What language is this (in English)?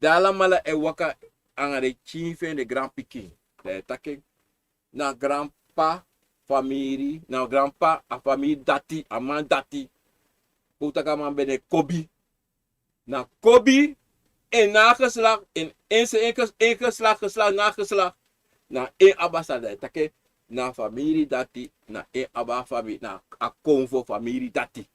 Sranan Tongo